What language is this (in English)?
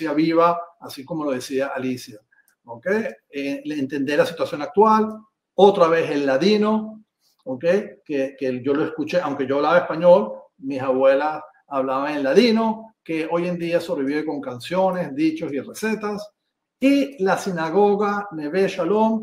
Ladino